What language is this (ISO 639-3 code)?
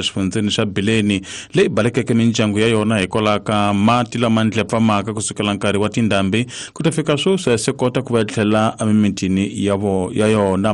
tso